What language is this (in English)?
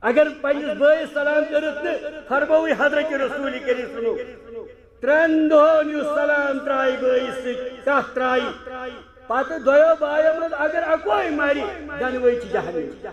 Kashmiri